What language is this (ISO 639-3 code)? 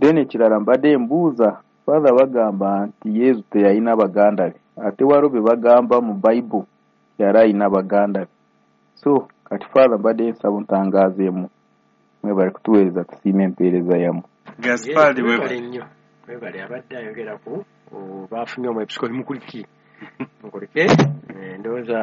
lug